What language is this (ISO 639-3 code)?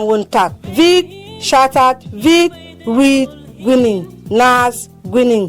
bom